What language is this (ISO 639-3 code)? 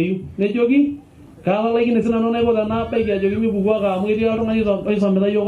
mas